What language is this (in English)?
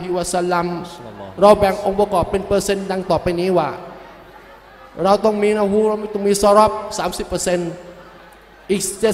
Thai